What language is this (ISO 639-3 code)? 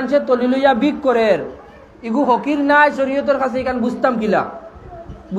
syl